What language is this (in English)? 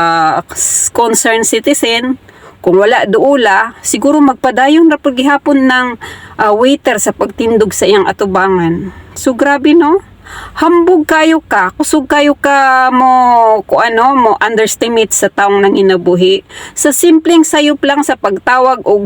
Cebuano